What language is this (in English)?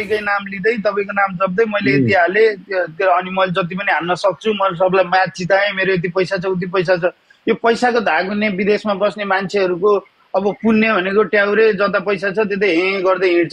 Nepali